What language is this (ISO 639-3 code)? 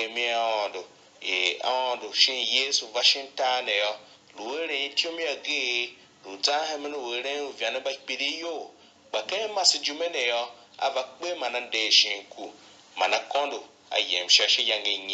tiv